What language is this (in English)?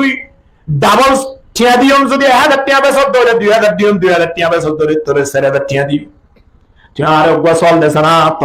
Rohingya